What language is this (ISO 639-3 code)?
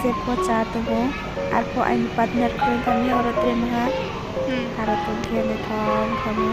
ria